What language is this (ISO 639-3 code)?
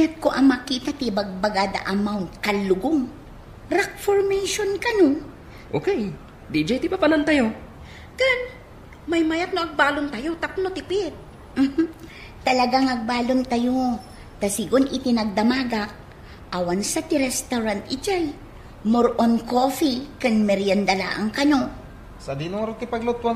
ilo